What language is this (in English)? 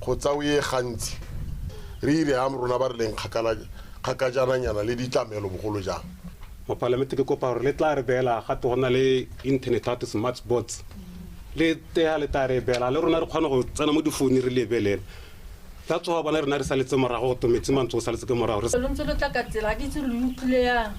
Tswana